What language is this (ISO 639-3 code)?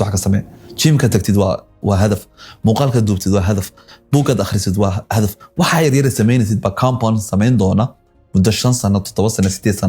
som